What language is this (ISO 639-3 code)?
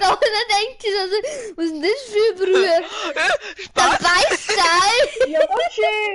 bar